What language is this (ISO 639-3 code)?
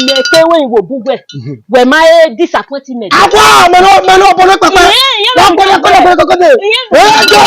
bin